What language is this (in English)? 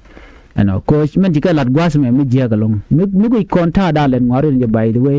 Nuer